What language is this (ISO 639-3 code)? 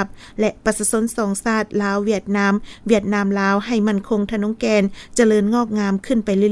lao